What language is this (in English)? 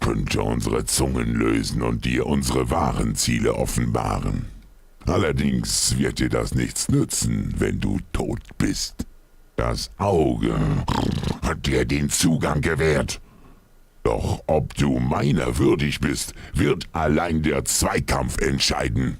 Bavarian